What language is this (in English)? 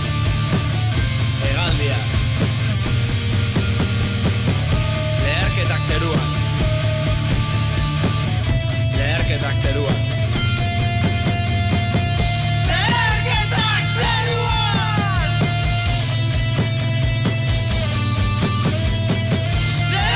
Basque